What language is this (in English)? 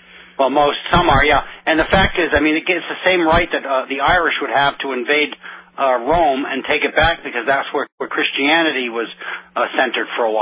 English